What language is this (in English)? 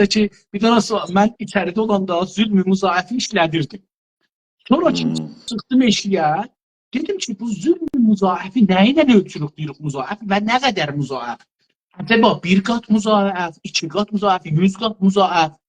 South Azerbaijani